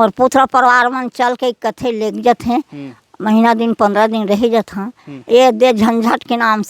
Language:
Chhattisgarhi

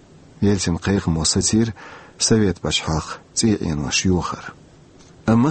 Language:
Chechen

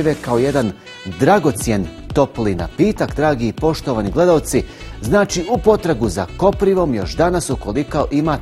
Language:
Bosnian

